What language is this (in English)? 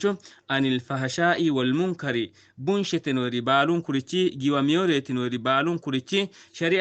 Sidamo